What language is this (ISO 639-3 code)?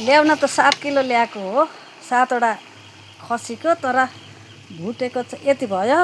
nep